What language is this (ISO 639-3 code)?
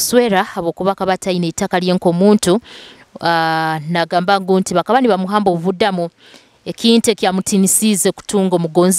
nyo